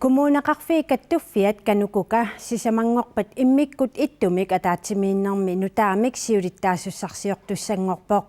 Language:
Kalaallisut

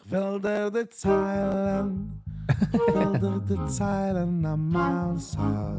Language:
Yiddish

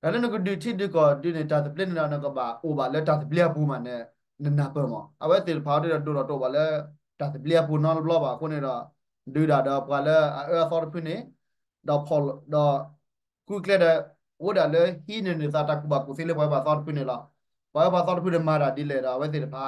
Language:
S'gaw Karen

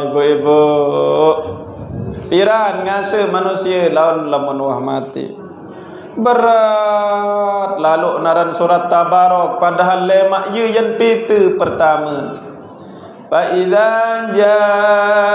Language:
Sasak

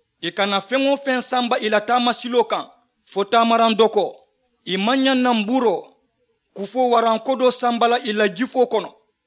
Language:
Mandingo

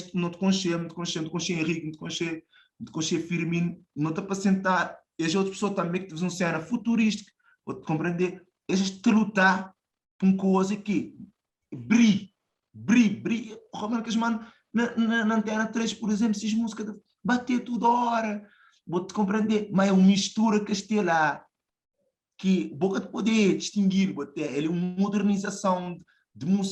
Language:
Kabuverdianu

